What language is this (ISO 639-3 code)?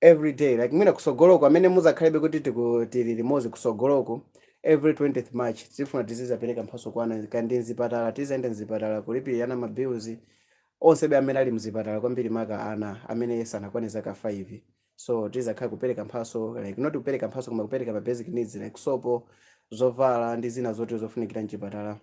nya